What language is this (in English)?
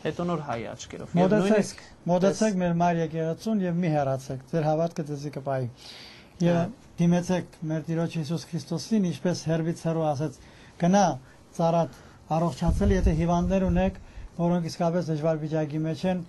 Armenian